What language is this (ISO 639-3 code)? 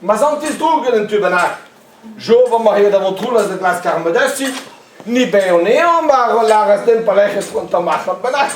bre